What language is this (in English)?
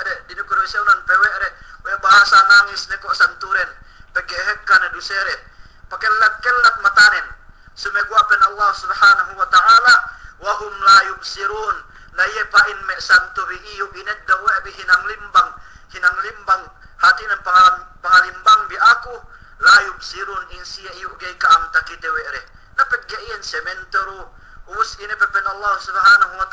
Yakan